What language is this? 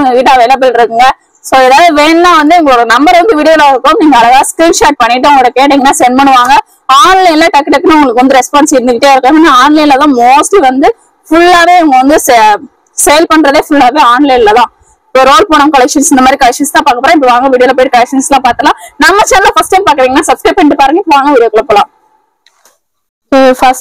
Tamil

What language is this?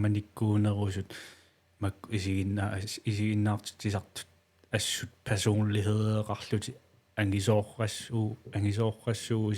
Kalaallisut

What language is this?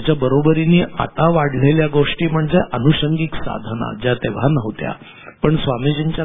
Marathi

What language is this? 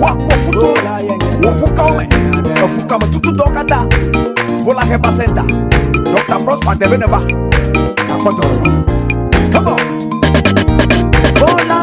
Ewe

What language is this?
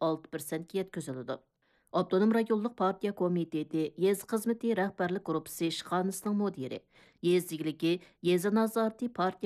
Uyghur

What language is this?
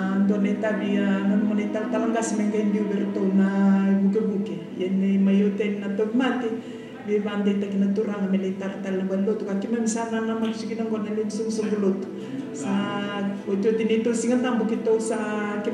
Fijian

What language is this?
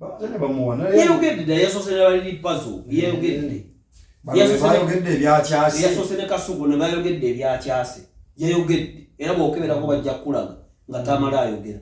Ganda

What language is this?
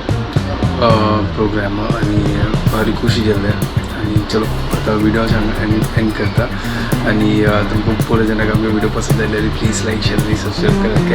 Konkani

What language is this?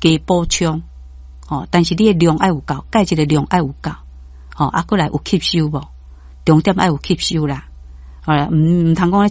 Min Nan Chinese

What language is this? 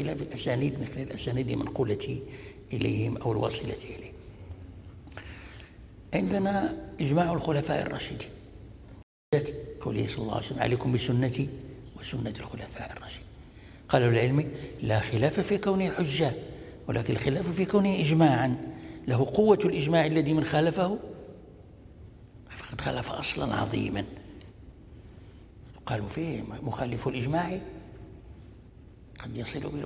Arabic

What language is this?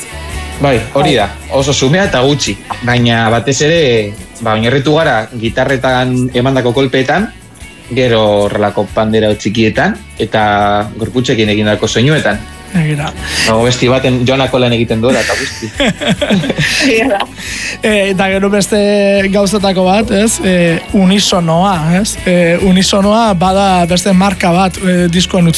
Basque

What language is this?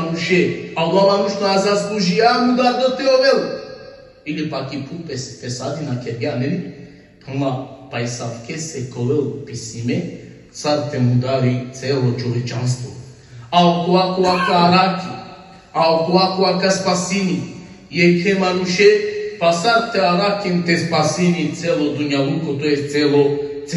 Balkan Romani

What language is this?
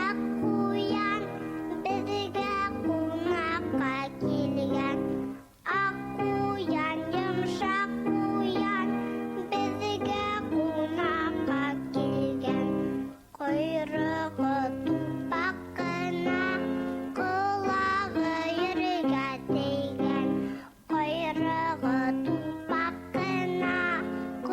Bashkir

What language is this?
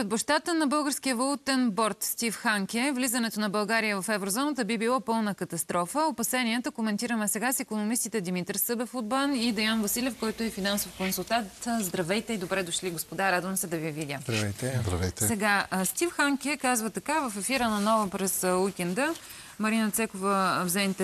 Bulgarian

